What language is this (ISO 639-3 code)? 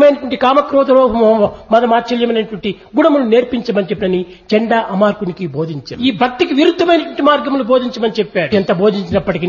tel